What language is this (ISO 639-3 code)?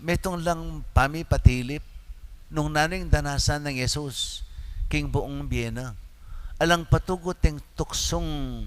pam